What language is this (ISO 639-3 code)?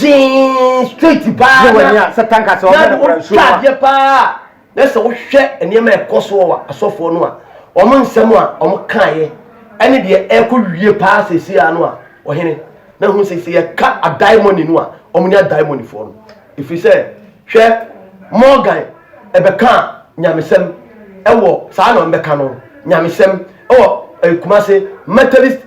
aka